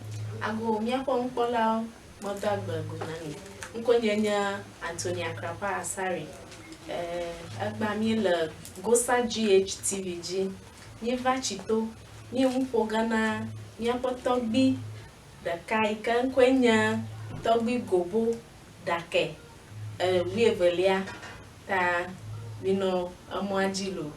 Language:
Ewe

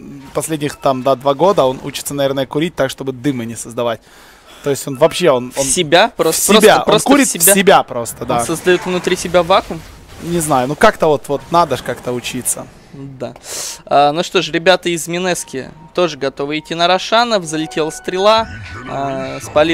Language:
Russian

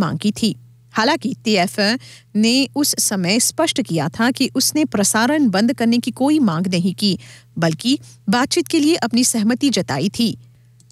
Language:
Hindi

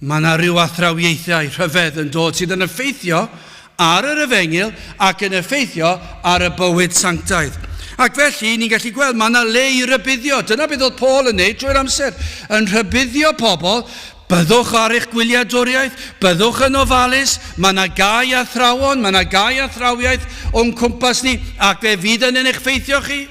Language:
Welsh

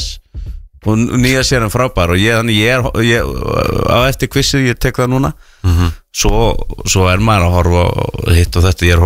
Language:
Icelandic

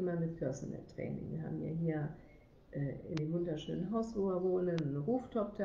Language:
German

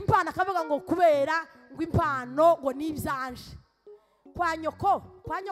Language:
Kinyarwanda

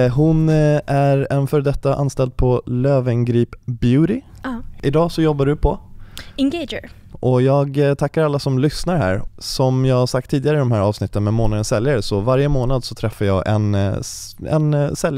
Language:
Swedish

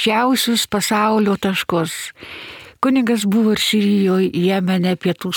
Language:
Lithuanian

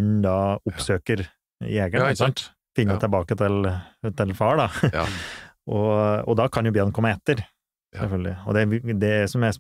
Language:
Norwegian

